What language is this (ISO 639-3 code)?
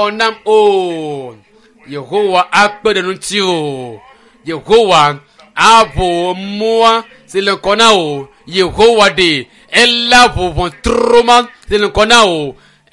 ewe